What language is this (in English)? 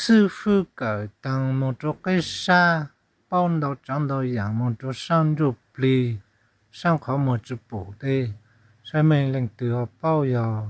Hmong